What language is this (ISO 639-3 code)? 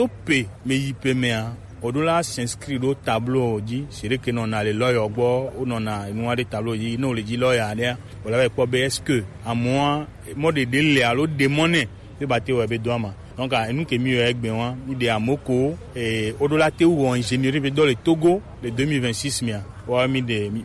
gej